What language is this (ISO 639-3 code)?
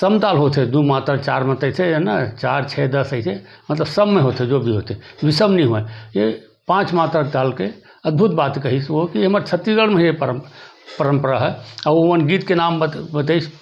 hne